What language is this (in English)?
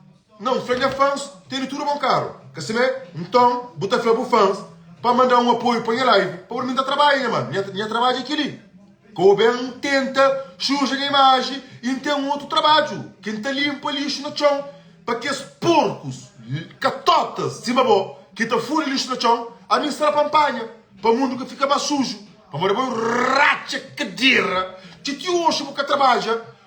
Kabuverdianu